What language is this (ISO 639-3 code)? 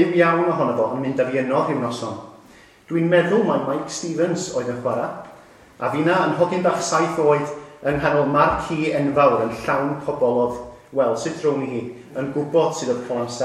cym